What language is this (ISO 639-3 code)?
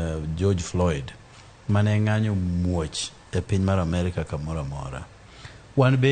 luo